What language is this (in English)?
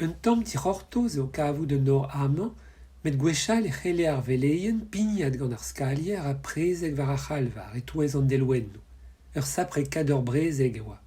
Breton